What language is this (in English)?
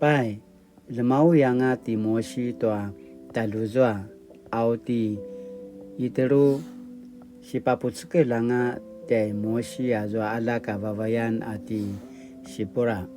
Paiwan